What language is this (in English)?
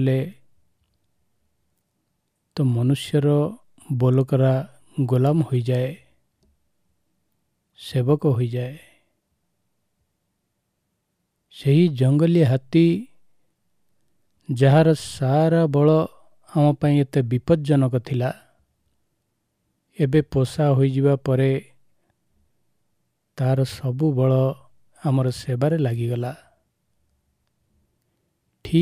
Odia